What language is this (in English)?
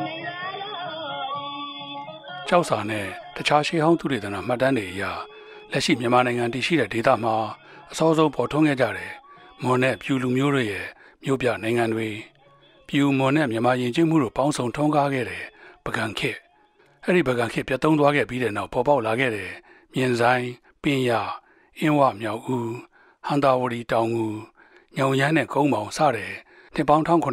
Burmese